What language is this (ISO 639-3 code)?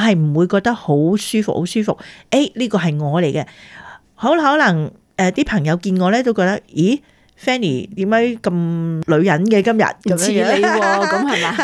yue